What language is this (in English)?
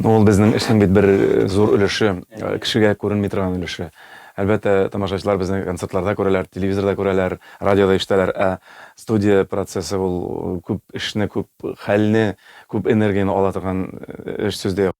Tatar